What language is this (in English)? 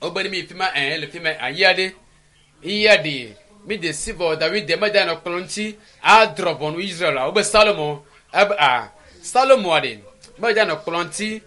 Ewe